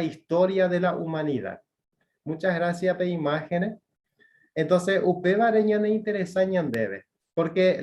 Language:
Guarani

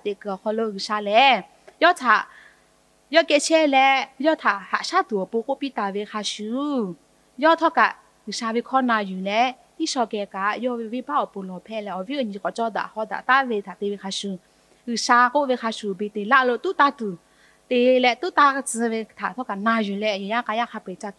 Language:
Lahu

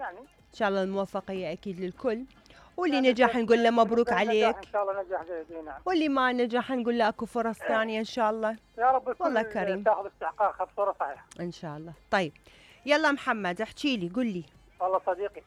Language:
Mesopotamian Arabic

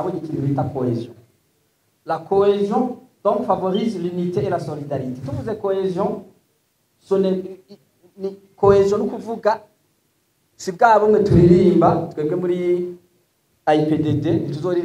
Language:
Rundi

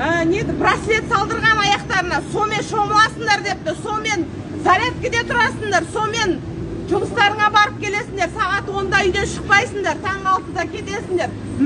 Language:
Kazakh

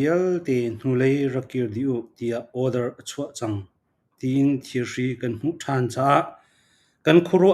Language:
Falam Chin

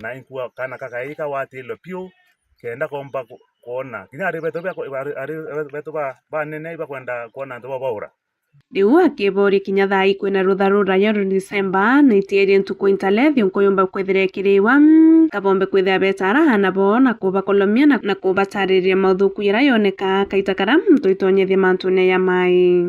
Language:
Meru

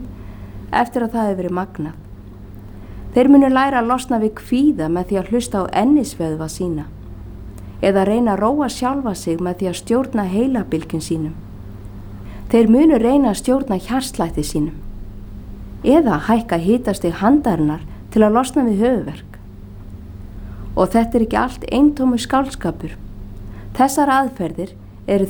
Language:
Icelandic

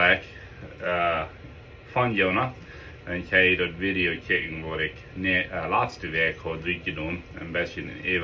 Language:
Plautdietsch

